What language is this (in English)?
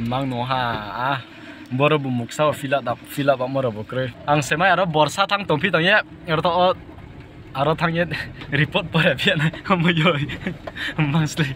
Riang (India)